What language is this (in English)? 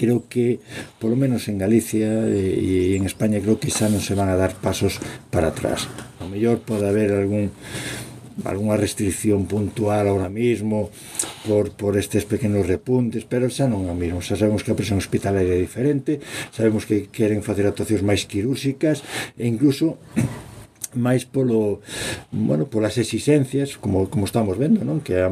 Galician